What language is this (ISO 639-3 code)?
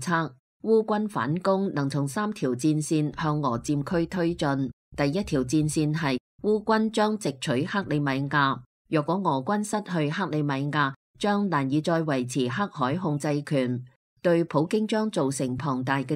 yue